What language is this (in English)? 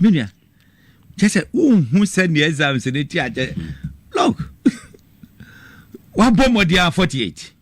Akan